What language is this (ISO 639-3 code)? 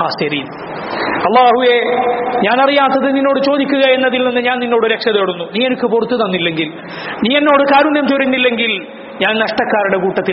mal